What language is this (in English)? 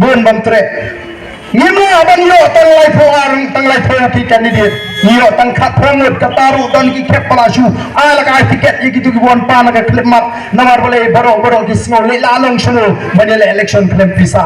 Khasi